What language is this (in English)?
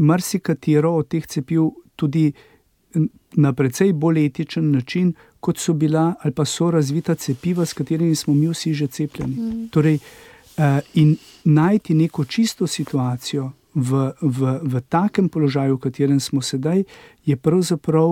Slovenian